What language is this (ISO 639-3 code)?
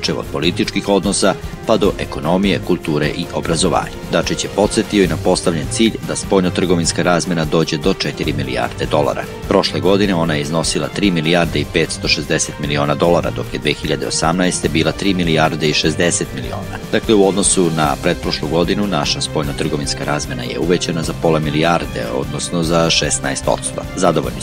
srp